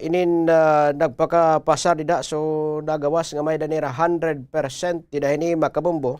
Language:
Waray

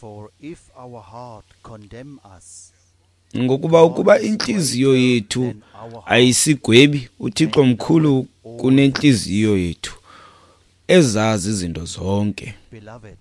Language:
Xhosa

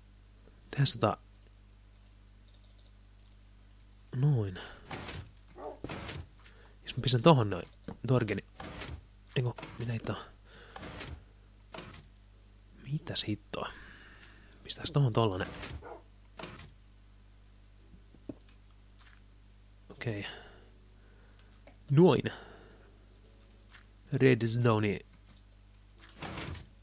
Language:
Finnish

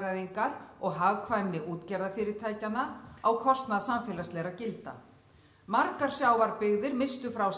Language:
Icelandic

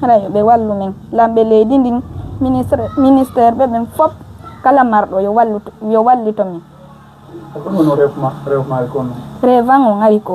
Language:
Pular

